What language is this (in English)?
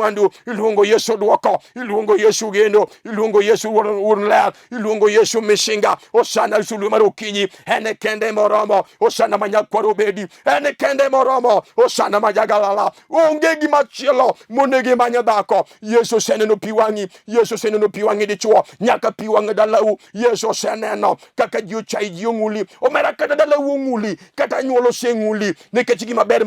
Luo (Kenya and Tanzania)